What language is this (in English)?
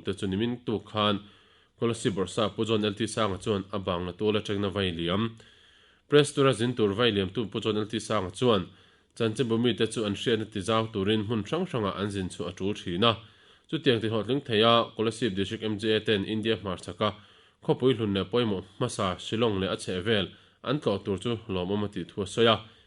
Mizo